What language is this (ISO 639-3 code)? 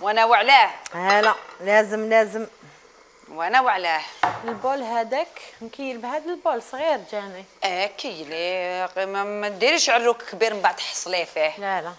arq